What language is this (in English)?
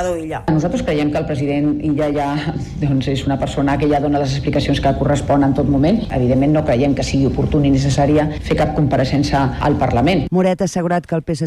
Catalan